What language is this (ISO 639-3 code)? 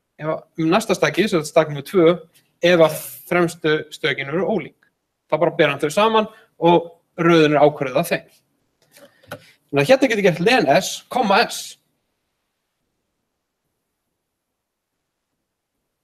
isl